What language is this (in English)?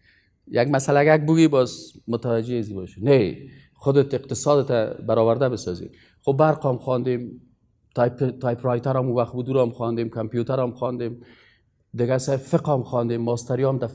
Persian